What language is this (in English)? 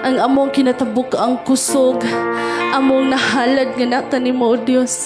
Cebuano